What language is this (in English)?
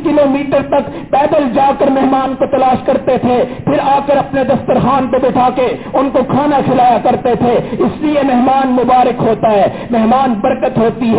Urdu